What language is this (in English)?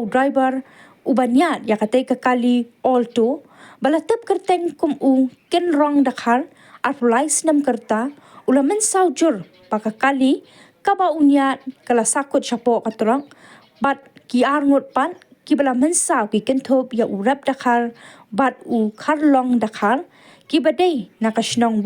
Khasi